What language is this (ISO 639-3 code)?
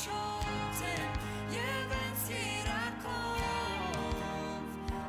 pdt